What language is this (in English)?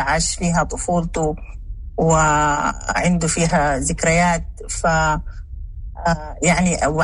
Sudanese Arabic